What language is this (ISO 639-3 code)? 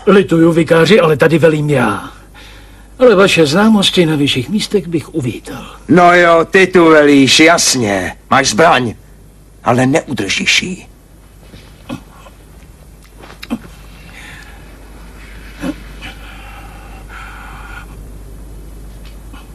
ces